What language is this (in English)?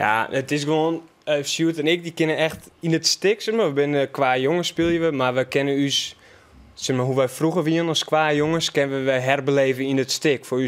Western Frisian